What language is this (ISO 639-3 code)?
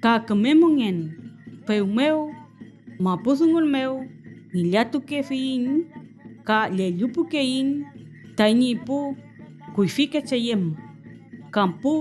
arn